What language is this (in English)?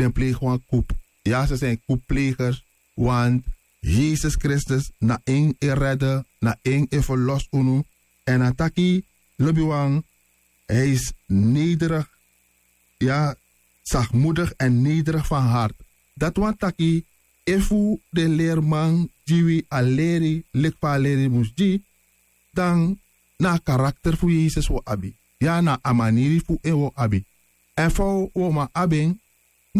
Sranan Tongo